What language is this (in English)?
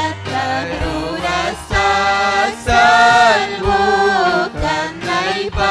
Ayacucho Quechua